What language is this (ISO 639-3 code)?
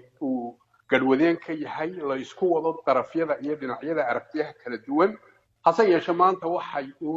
som